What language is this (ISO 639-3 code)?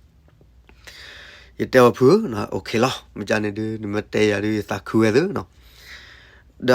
ksw